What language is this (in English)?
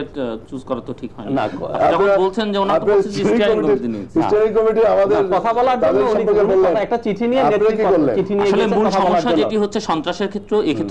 Bangla